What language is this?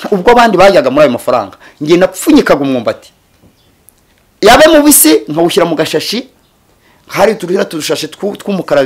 Kinyarwanda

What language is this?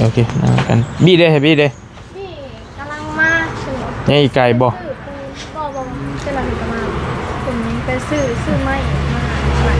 Northeastern Thai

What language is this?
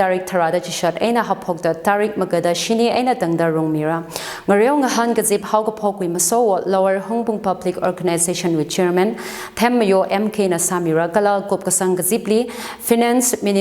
Tangkhul Naga (India)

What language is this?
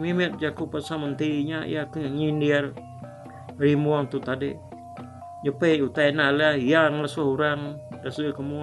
Iban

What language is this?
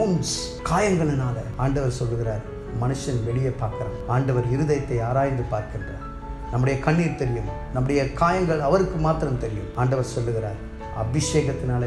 Tamil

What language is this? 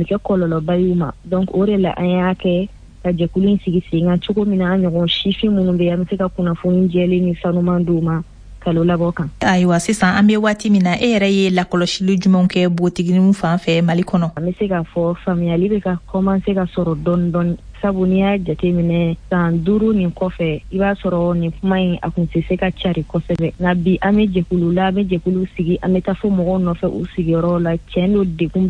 Bambara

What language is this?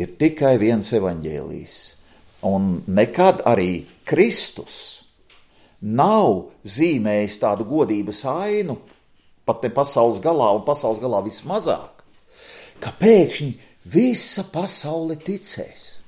Latvian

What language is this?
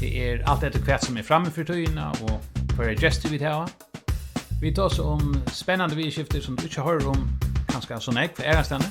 Faroese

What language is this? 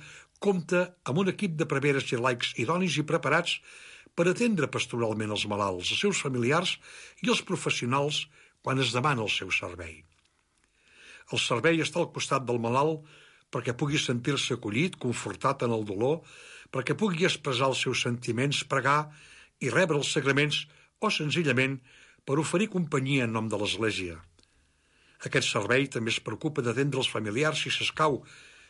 Catalan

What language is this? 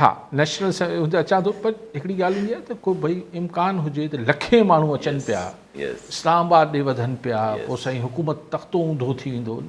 Sindhi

